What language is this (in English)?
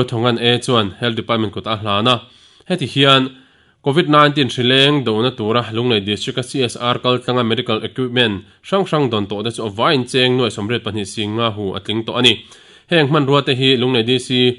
Mizo